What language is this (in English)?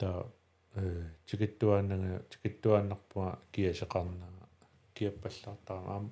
Kalaallisut